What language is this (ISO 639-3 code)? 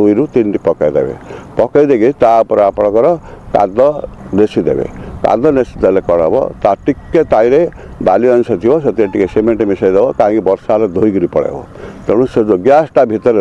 ori